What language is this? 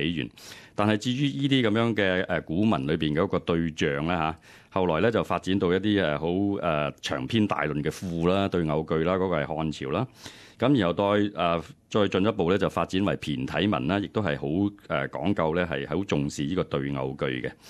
Cantonese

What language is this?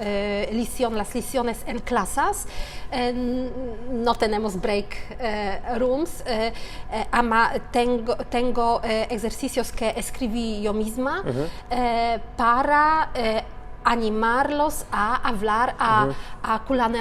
Ladino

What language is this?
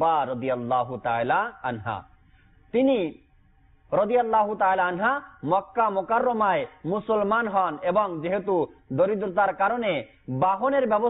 Bangla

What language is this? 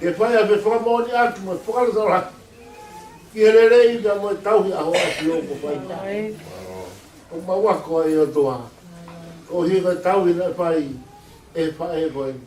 Tongan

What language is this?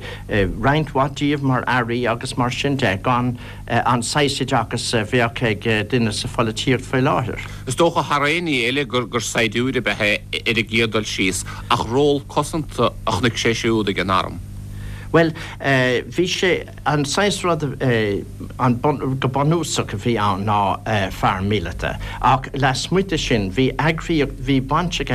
Irish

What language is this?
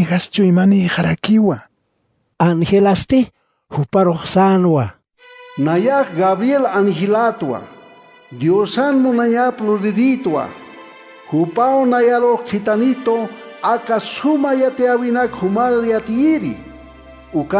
Aymara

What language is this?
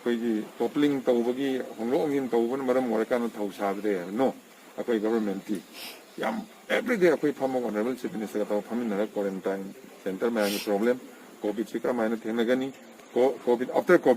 Manipuri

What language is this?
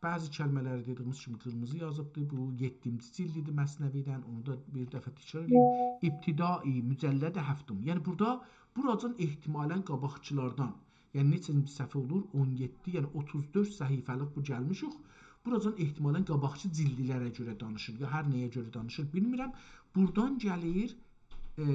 South Azerbaijani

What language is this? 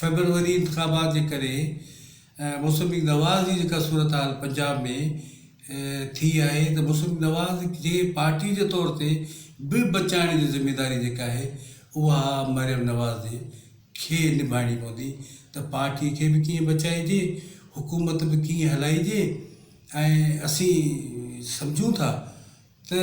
Sindhi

